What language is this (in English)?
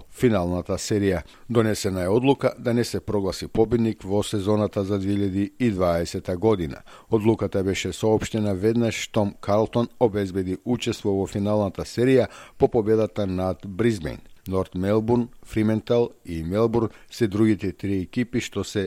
Macedonian